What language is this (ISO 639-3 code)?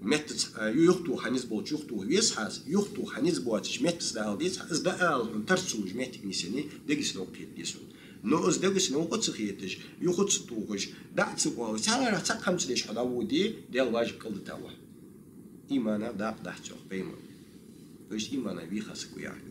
inh